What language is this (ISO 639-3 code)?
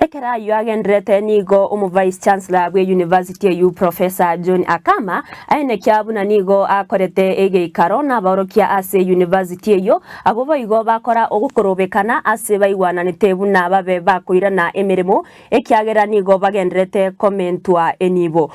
guz